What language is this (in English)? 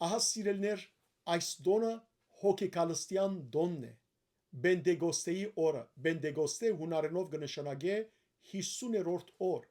Western Armenian